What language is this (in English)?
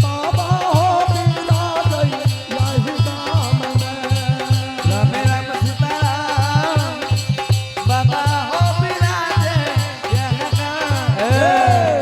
Angika